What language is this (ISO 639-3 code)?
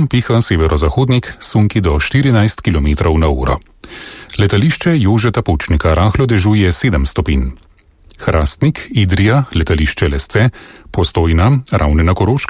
slv